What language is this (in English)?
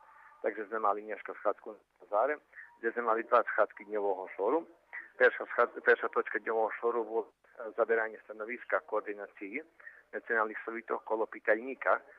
Rusyn